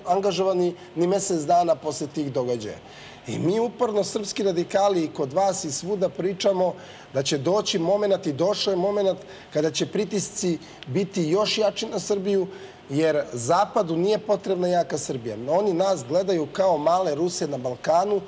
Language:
Serbian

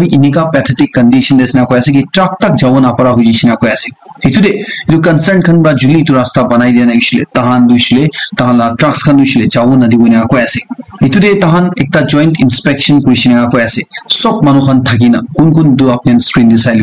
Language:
Naga Pidgin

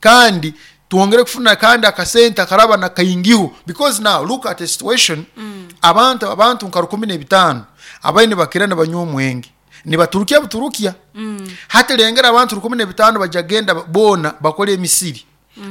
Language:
Nyoro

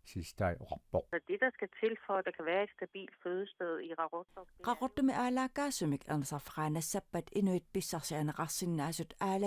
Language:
Kalaallisut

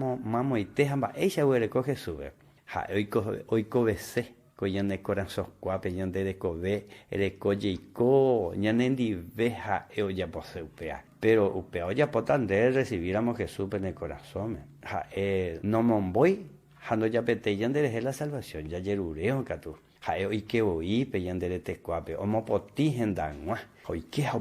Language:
Guarani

